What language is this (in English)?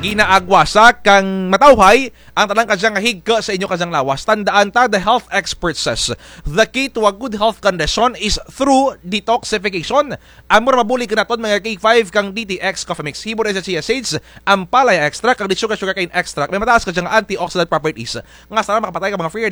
Kinaray-a